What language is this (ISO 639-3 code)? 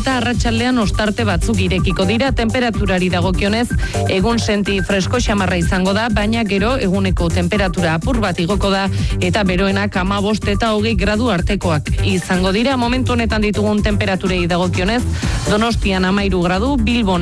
eus